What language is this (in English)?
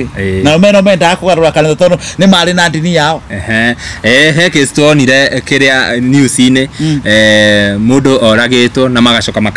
Kikuyu